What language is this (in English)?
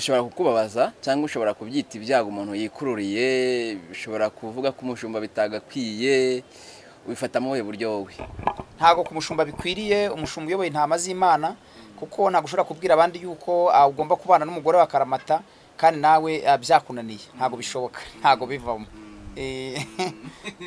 Kinyarwanda